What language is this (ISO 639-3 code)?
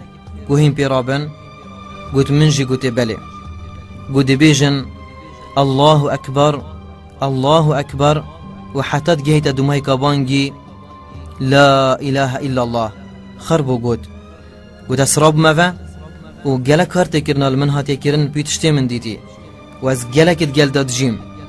kur